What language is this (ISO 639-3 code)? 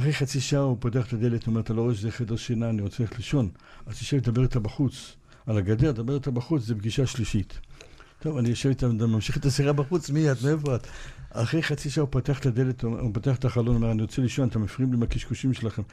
heb